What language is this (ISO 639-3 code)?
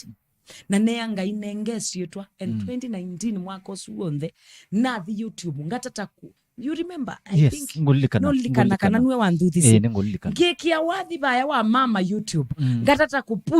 kam